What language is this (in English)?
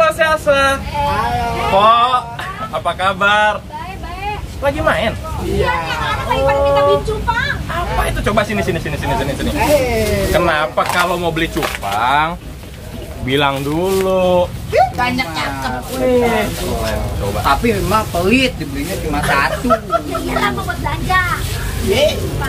Betawi